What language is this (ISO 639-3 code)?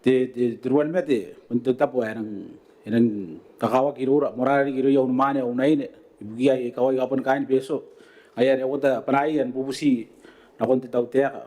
gil